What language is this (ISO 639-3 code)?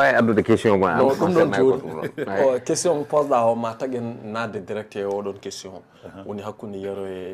ful